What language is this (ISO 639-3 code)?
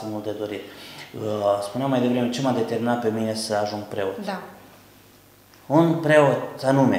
ron